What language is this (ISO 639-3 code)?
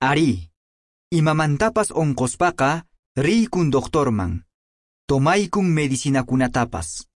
que